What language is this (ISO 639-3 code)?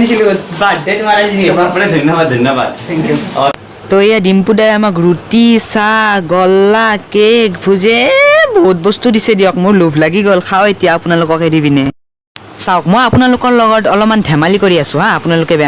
asm